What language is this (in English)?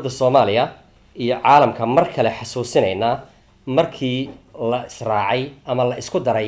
Somali